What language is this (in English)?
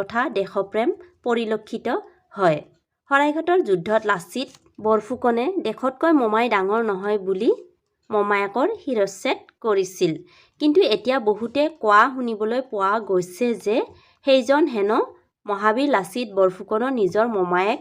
Assamese